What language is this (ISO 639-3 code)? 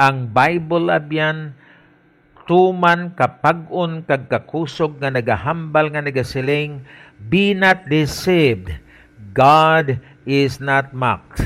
hil